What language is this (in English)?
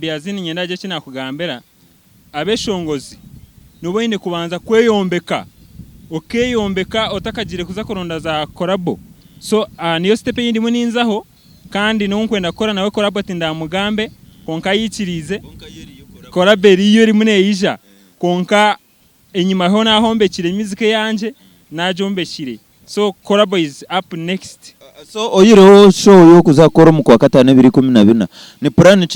Nyankole